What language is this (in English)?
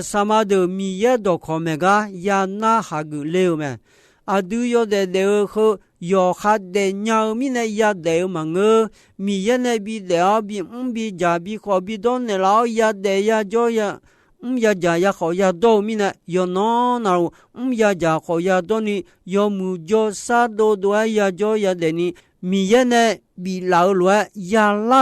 Akha